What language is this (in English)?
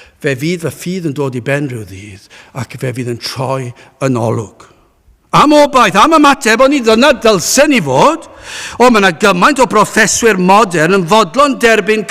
Welsh